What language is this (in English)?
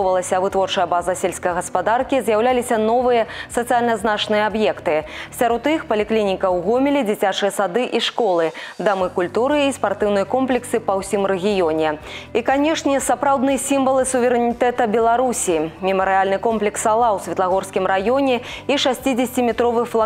Belarusian